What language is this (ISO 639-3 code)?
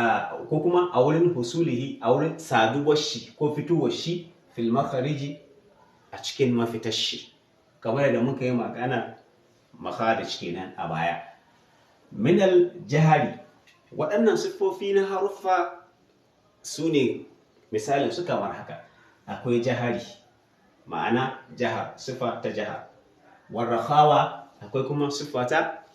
hau